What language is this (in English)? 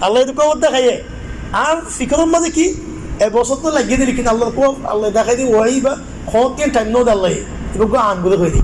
Rohingya